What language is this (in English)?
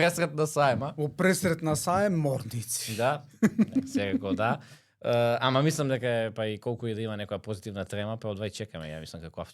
Macedonian